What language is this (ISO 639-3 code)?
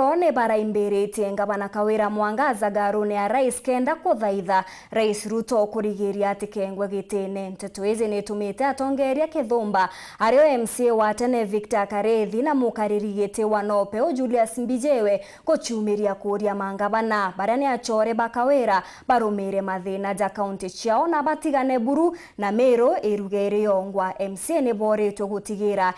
mer